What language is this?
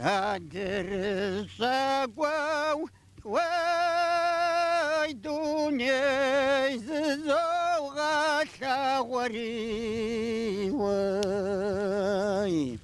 Kabardian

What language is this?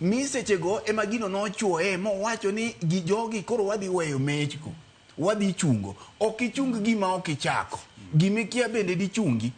Luo (Kenya and Tanzania)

